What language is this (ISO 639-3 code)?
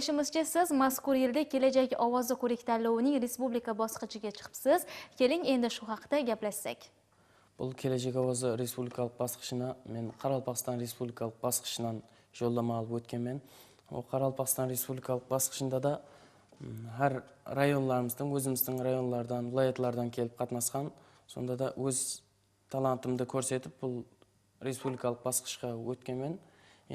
kaa